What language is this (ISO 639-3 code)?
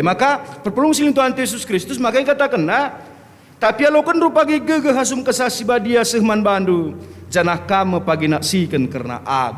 btx